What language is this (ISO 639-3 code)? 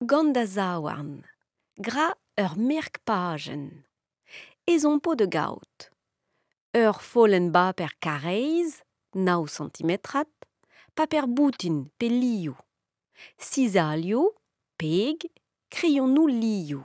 bre